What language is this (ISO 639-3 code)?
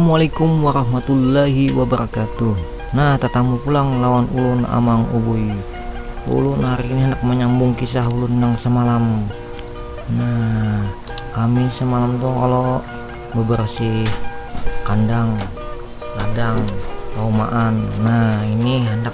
bjn